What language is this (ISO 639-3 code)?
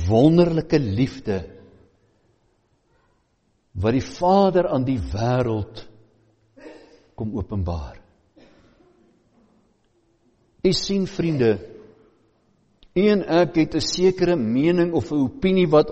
afr